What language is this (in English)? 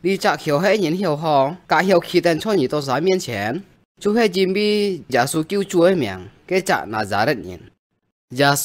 Hakka Chinese